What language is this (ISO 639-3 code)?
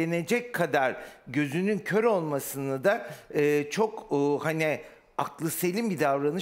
tur